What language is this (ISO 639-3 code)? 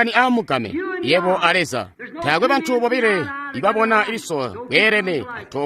toi